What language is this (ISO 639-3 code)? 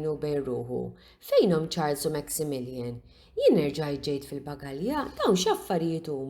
mlt